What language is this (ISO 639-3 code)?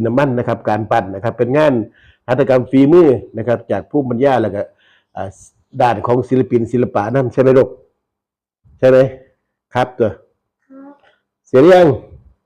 tts